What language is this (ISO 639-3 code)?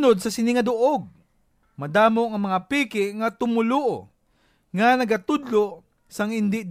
hil